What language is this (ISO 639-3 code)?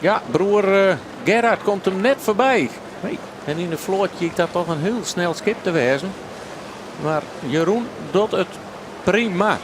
fry